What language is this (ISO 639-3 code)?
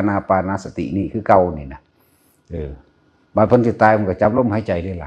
tts